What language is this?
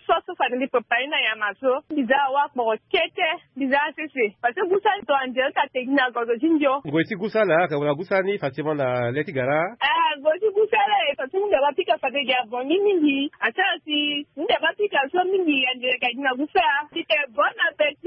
Sango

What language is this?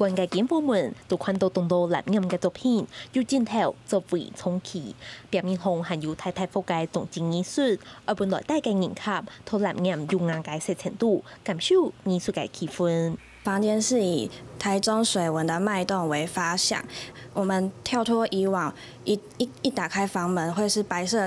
Hakka Chinese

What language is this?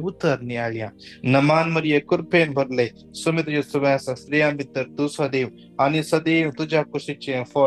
Konkani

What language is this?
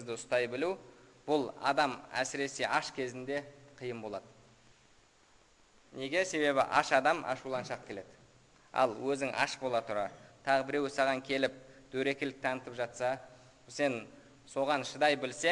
Kazakh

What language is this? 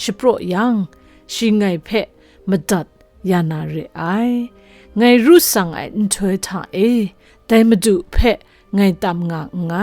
Kachin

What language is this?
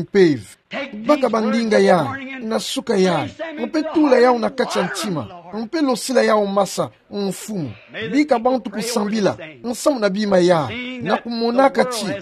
Kituba (Democratic Republic of Congo)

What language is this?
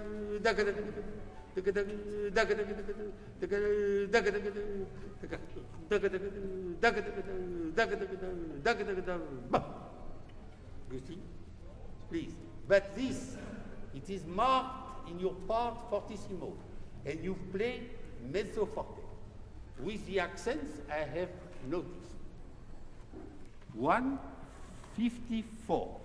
English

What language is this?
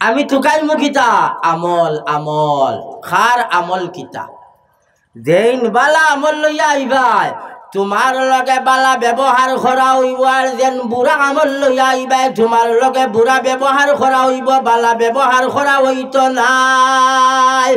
Sylheti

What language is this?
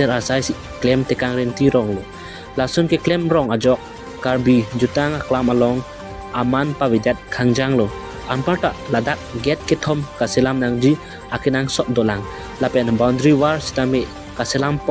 Karbi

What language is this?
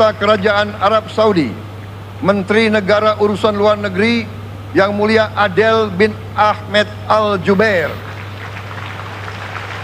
Indonesian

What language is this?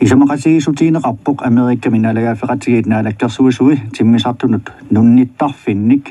Kalaallisut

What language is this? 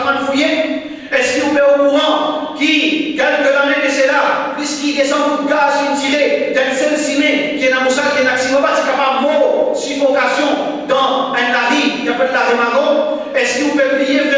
Morisyen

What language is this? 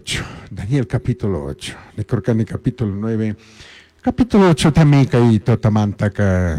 Chimborazo Highland Quichua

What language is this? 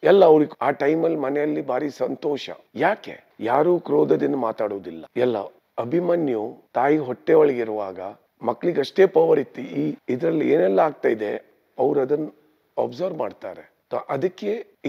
Kannada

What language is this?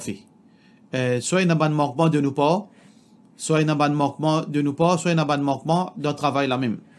Morisyen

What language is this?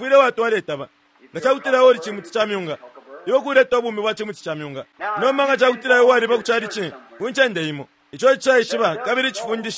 Bemba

